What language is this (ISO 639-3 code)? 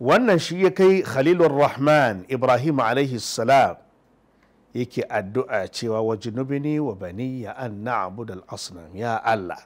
hau